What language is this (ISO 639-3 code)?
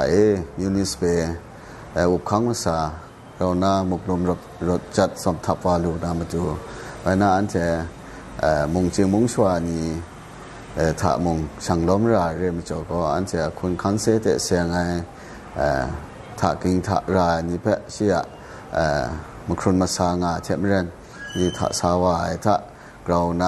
kac